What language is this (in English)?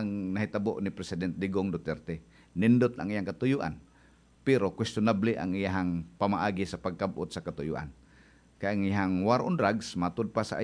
Cebuano